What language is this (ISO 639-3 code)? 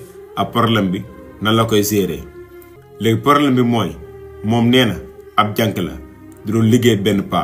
wol